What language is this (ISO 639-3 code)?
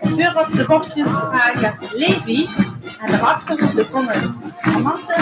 lim